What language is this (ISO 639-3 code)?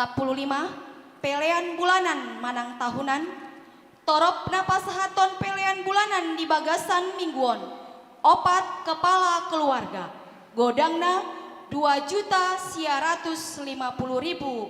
bbc